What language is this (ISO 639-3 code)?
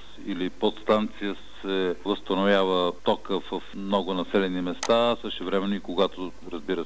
bul